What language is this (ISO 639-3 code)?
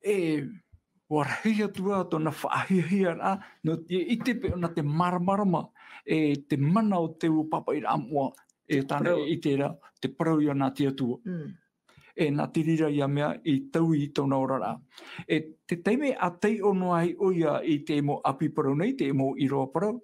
tah